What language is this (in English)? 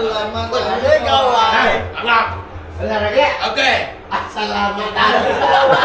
Iban